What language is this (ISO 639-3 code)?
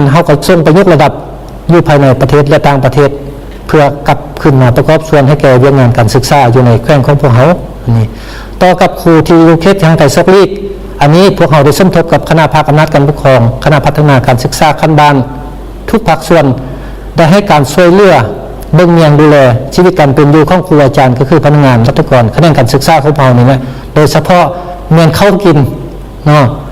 lao